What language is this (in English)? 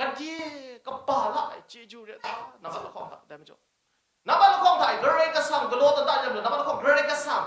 Kachin